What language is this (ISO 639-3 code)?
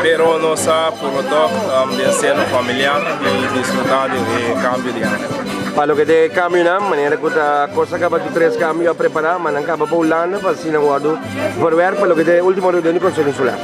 pap